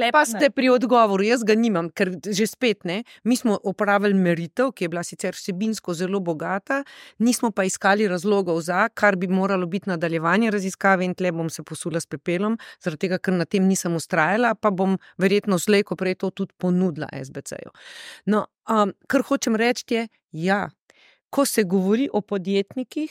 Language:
Slovenian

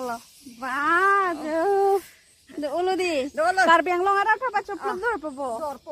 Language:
Karbi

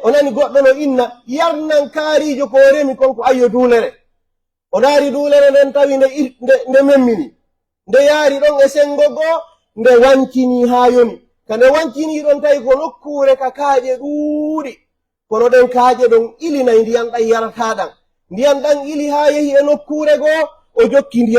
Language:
Pular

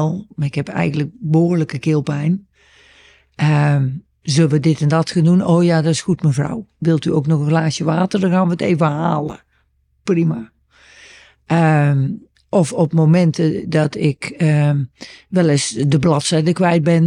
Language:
Dutch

